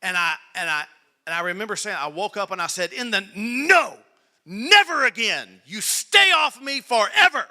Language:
English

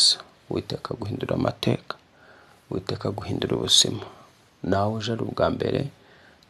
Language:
Kinyarwanda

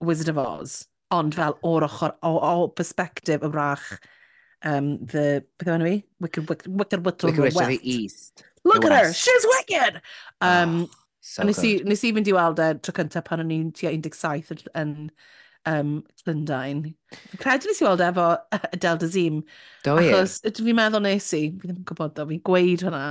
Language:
Welsh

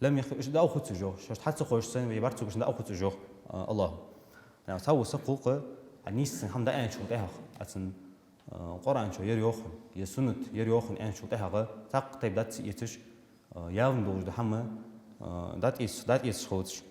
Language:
Ingush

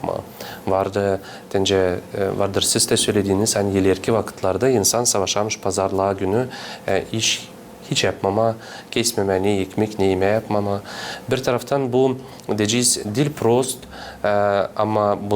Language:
Gagauz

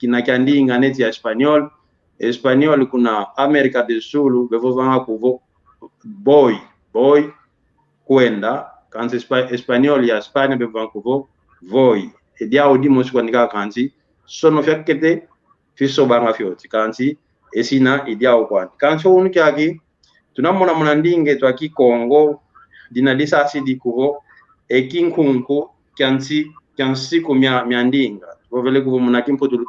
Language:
San Salvador Kongo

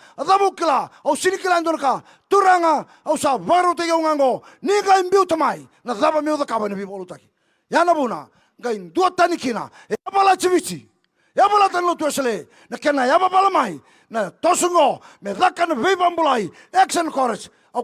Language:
Fijian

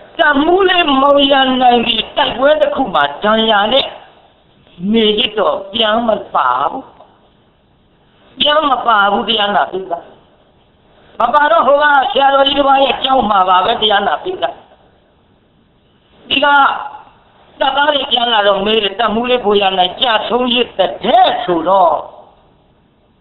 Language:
Burmese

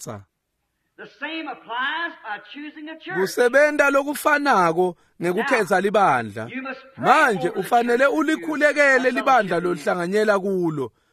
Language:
Swati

